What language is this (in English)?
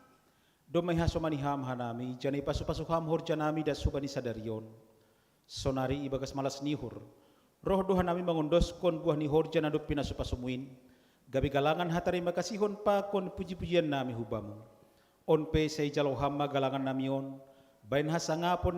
Batak Simalungun